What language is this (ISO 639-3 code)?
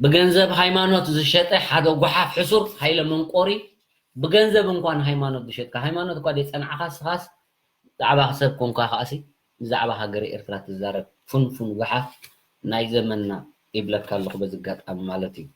tir